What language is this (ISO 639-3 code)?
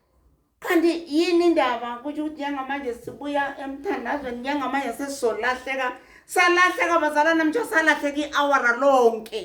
zul